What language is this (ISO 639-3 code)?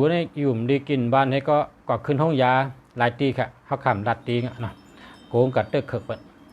shn